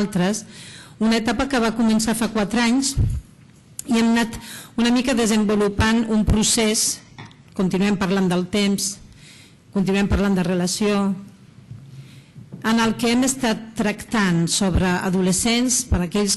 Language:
Catalan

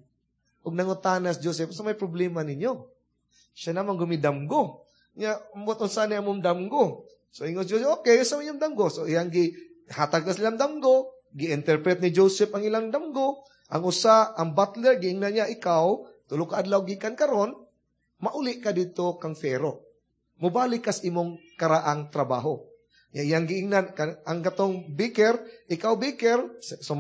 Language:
Cebuano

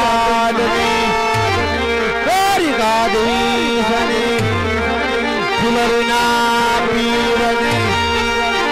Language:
Gujarati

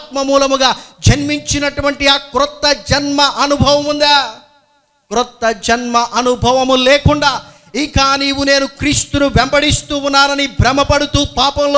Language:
Telugu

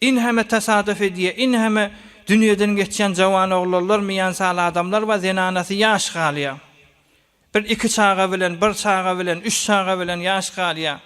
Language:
Turkmen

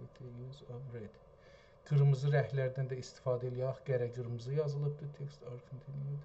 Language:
South Azerbaijani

